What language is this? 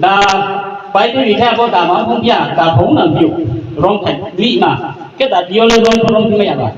Riang (India)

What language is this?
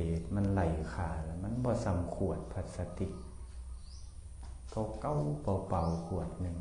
Thai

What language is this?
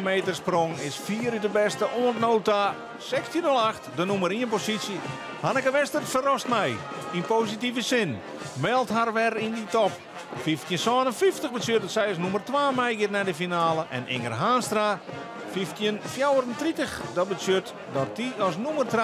Western Frisian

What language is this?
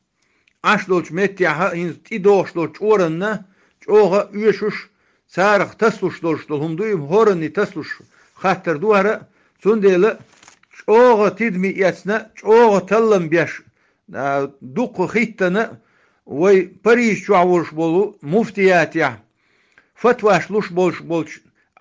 Chechen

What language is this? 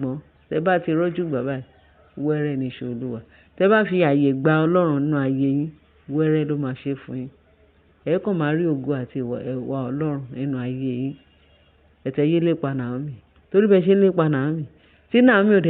Yoruba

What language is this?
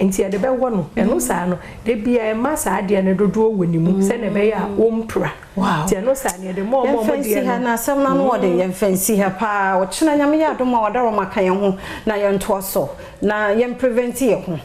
Akan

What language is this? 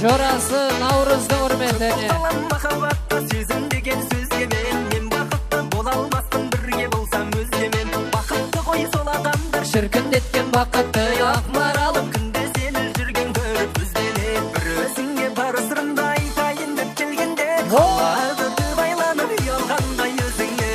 Kara-Kalpak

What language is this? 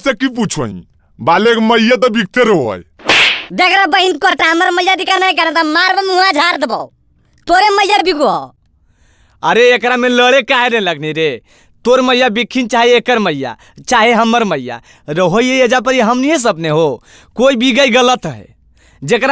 Magahi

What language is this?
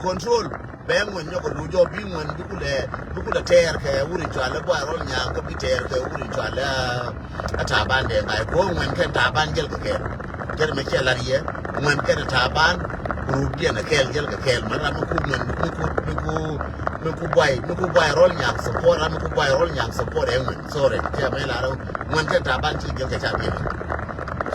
Nuer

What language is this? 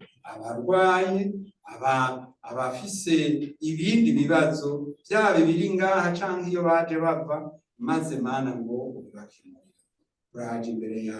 Rundi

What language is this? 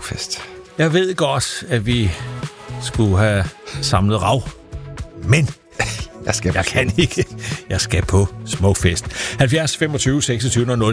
Danish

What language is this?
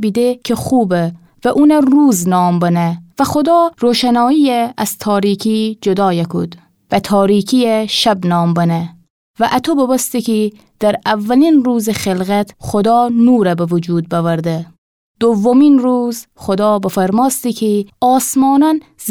Gilaki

